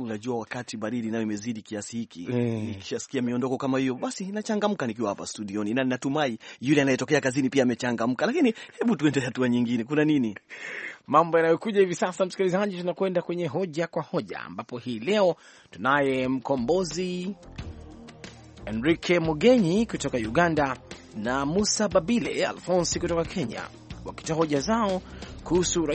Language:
Swahili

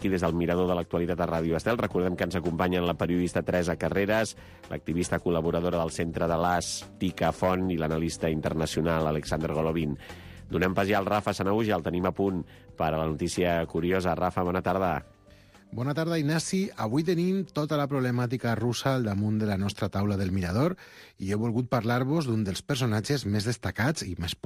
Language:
Catalan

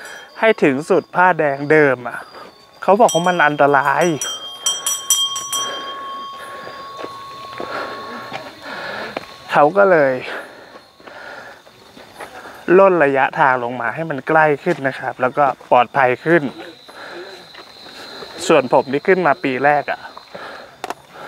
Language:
Thai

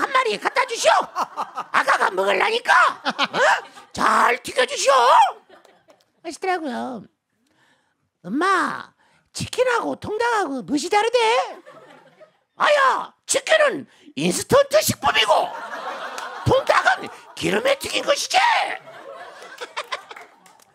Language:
Korean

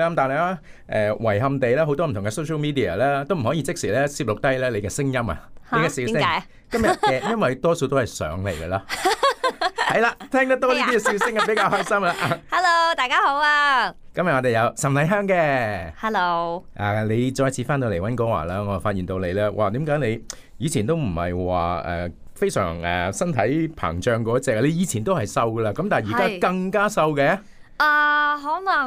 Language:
Cantonese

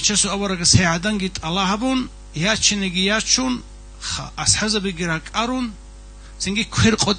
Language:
Avaric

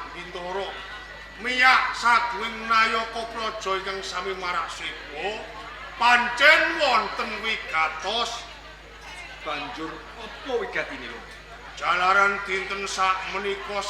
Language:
Javanese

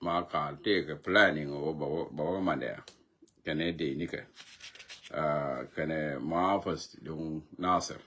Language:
Nuer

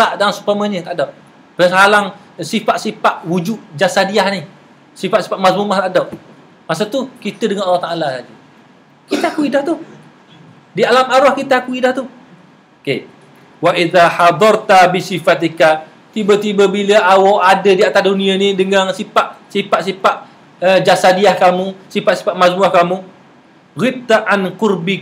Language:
Malay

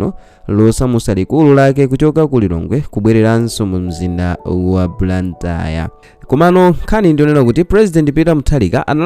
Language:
Nyanja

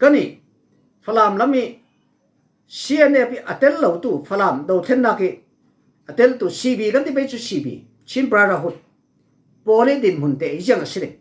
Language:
Falam Chin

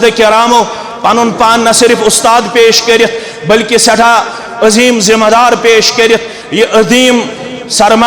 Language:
Kashmiri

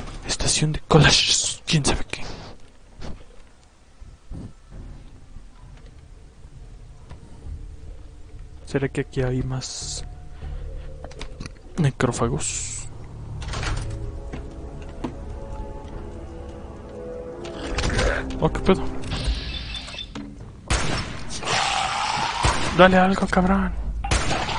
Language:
Spanish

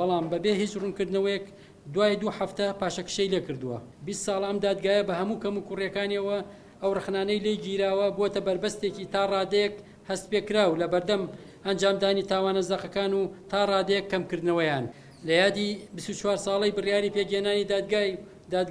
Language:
Central Kurdish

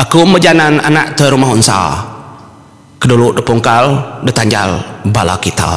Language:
Iban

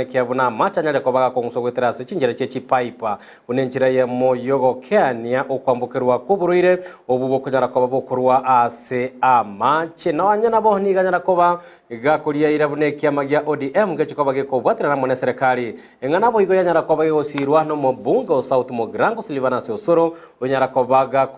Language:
Gusii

